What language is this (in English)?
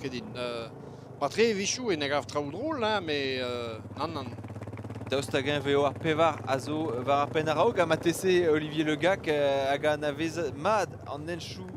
Breton